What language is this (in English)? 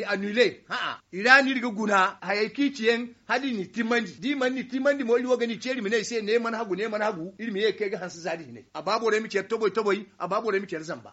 Zarma